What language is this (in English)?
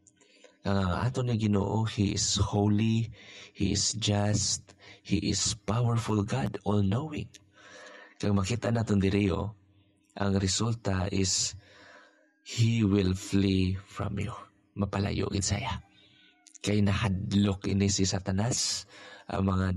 Hiligaynon